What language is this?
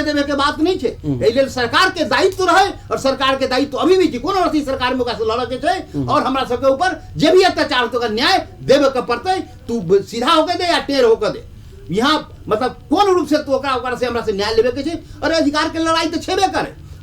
Maithili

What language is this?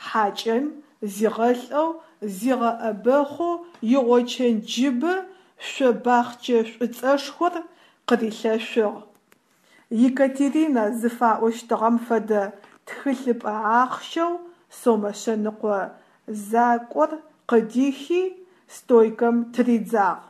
Adyghe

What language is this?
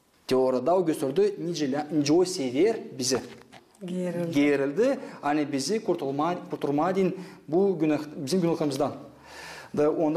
Gagauz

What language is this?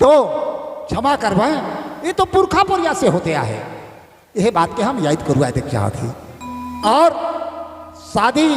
Sadri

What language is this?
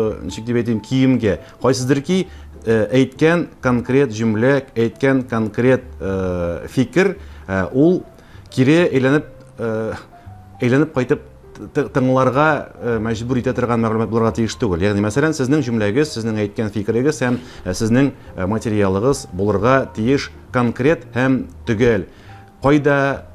Tatar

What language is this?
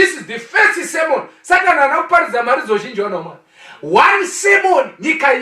Shona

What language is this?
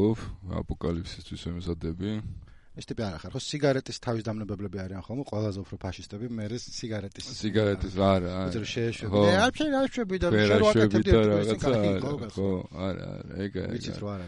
Georgian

